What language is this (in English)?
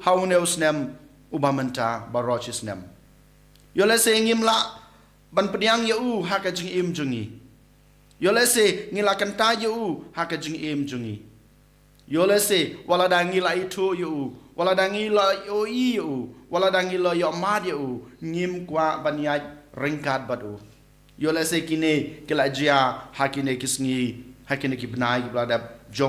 Khasi